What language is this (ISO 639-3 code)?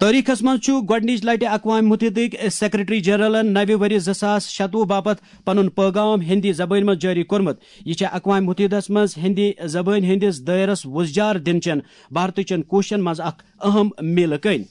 kas